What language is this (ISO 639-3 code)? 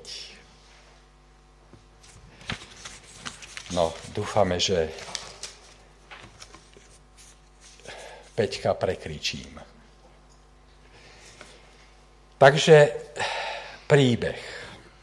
slk